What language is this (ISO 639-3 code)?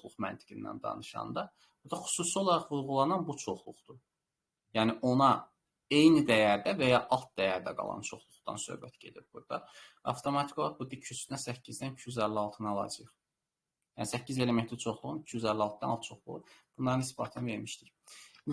aze